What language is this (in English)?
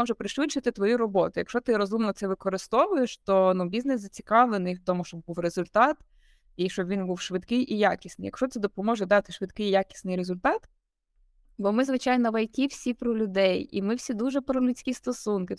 Ukrainian